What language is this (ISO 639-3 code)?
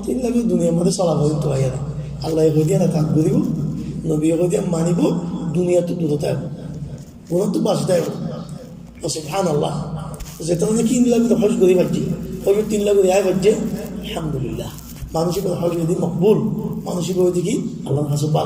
rhg